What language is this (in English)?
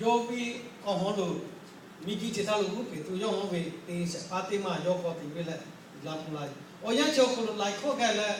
Lahu